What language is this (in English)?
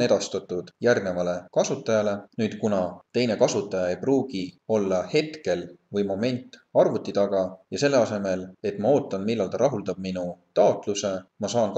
Estonian